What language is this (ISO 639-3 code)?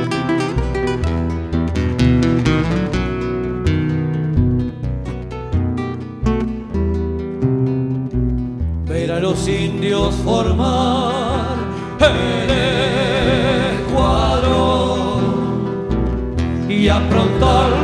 spa